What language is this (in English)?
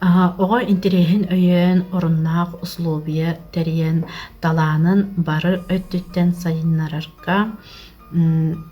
Yakut